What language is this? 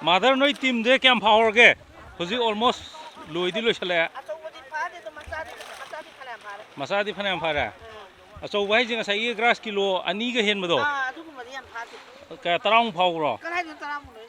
Manipuri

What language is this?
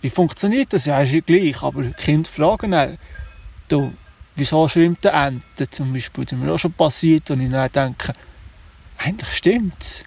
Swiss German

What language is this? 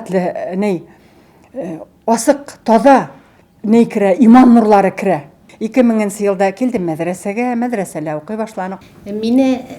Bashkir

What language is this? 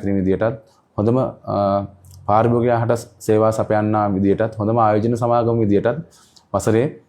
Sinhala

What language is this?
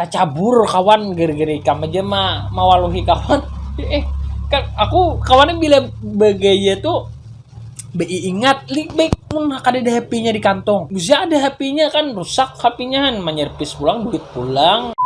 Banjar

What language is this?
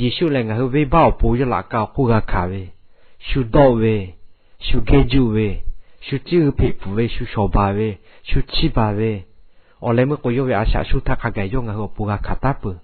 Lahu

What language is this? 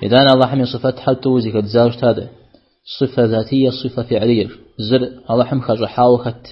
Kabardian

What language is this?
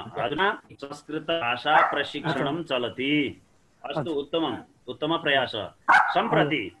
Sanskrit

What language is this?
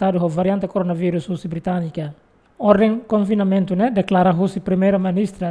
Tetum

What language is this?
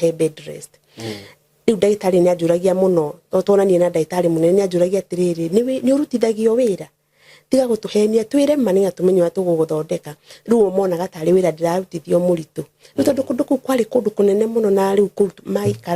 Kikuyu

